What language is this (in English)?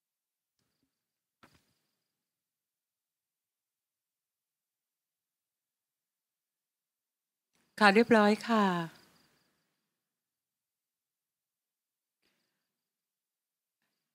Thai